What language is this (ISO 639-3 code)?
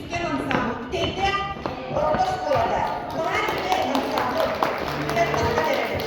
sah